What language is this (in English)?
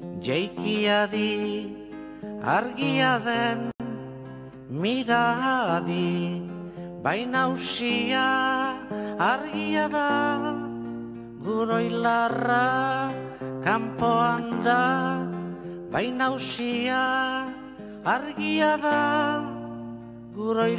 Basque